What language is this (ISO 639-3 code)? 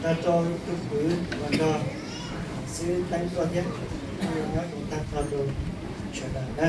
hmn